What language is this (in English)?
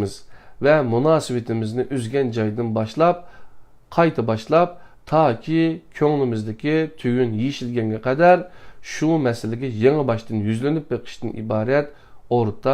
Uyghur